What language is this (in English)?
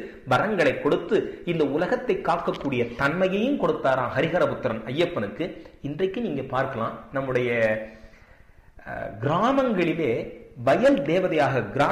Tamil